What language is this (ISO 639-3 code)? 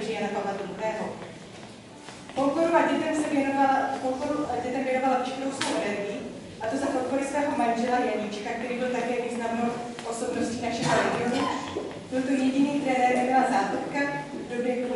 ces